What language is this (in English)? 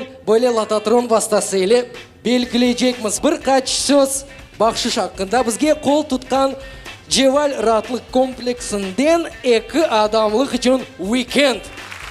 Crimean Tatar